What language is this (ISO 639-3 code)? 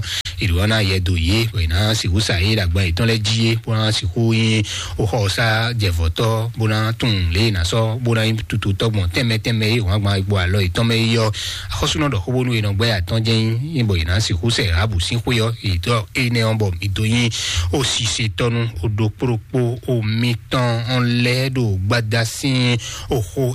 fon